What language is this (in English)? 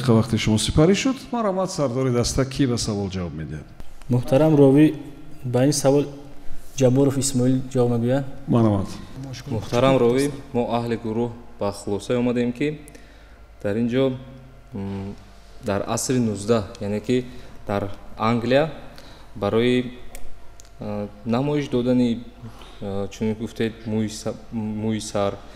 Tajik